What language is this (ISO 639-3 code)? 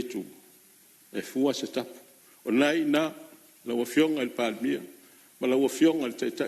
smo